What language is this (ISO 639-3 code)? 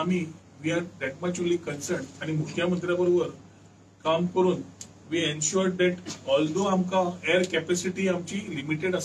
kok